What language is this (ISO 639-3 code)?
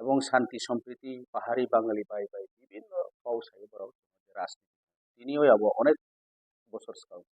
ria